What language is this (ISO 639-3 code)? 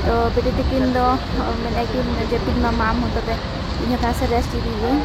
sat